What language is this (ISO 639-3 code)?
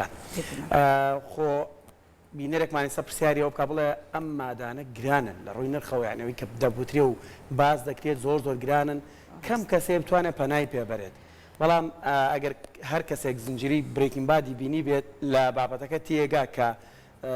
ckb